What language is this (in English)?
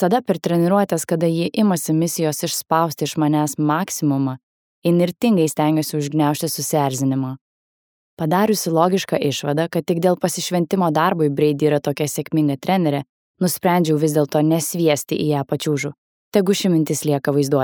Lithuanian